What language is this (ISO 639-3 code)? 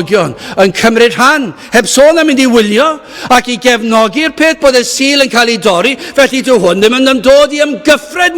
cym